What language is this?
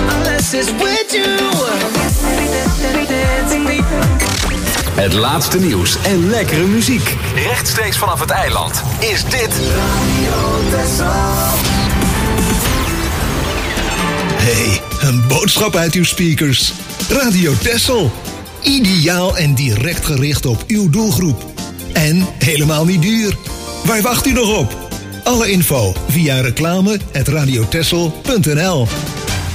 Dutch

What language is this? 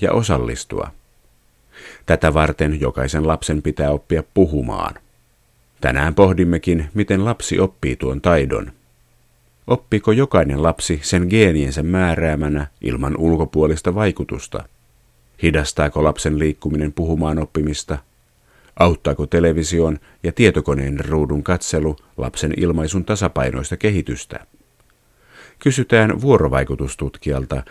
Finnish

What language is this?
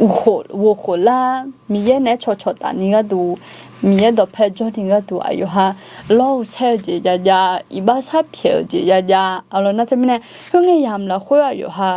Akha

